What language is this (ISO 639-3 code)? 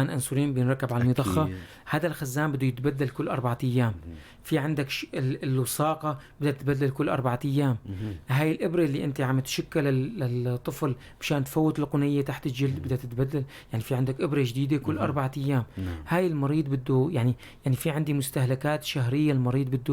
apc